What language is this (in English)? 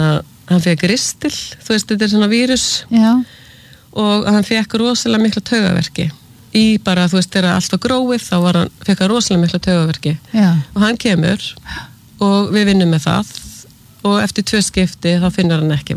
Icelandic